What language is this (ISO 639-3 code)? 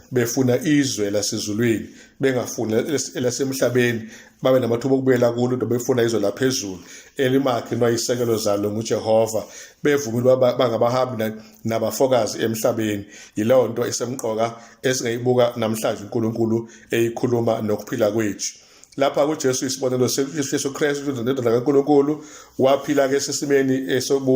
zul